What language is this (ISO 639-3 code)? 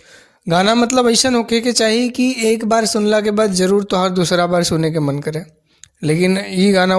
bho